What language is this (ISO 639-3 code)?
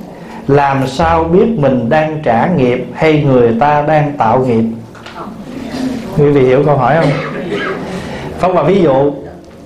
vie